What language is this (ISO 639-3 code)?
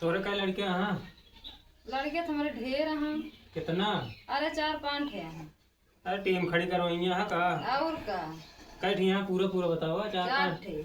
awa